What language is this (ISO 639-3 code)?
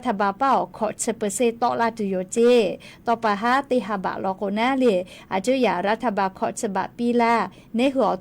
lhu